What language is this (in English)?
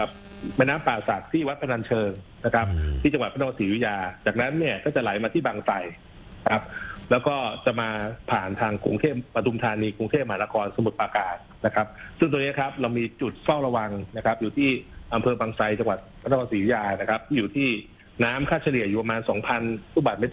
Thai